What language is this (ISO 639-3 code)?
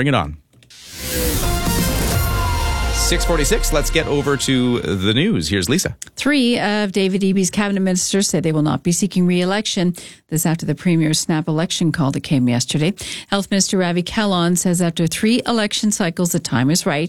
eng